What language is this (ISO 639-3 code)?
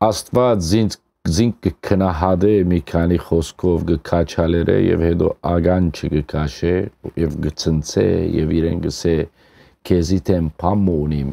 hyw